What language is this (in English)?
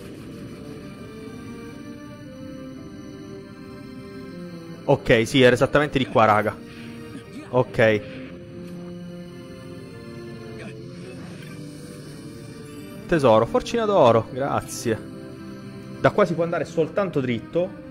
Italian